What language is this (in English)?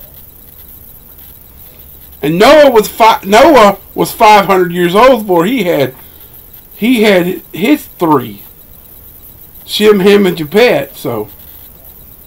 English